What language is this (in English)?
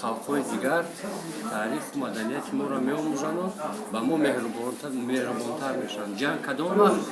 Tajik